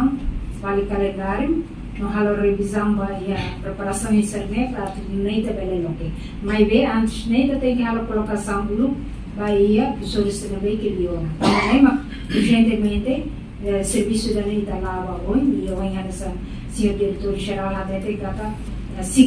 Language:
Tetum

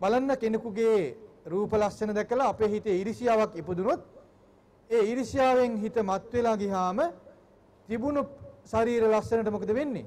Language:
Sinhala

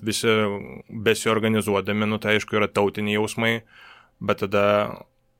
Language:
Lithuanian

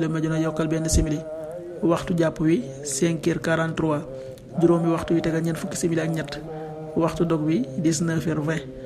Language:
Wolof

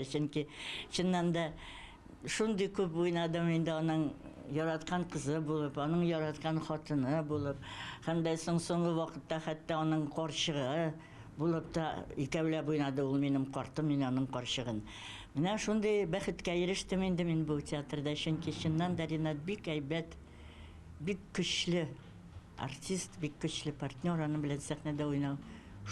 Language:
Tatar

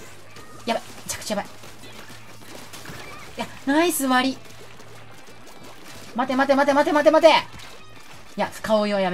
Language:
Japanese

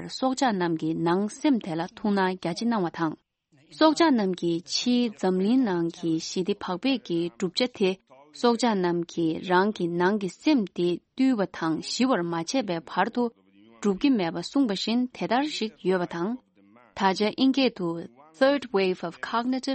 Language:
Tibetan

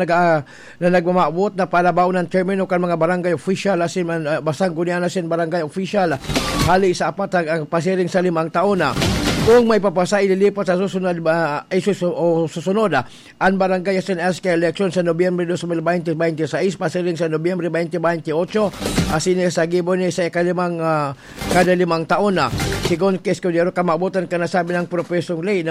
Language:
Bikol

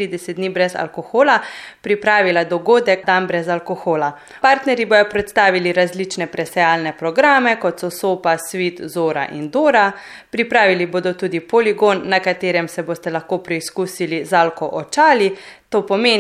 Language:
Slovenian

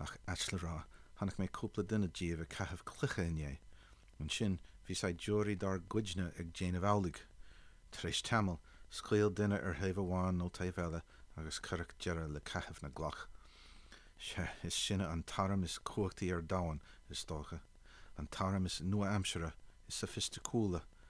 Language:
Irish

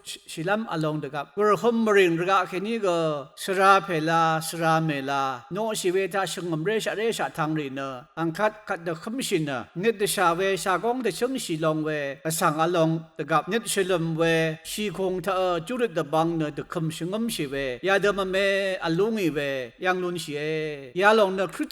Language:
Rawang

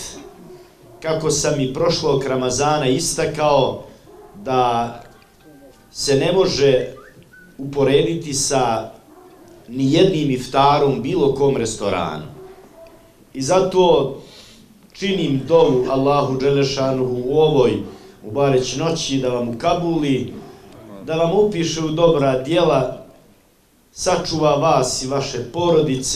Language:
Bosnian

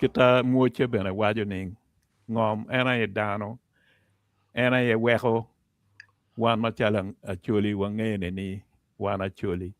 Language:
Acoli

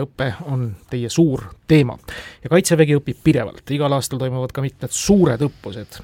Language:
Estonian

